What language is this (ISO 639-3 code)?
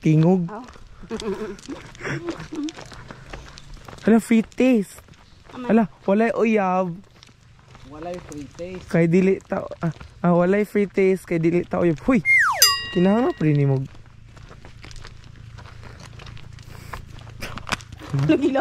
ceb